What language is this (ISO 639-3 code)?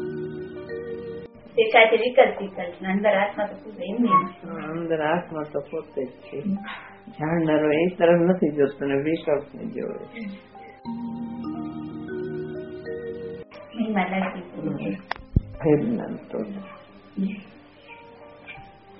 guj